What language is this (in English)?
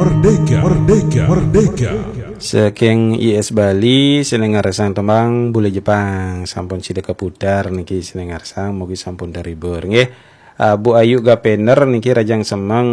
Balinese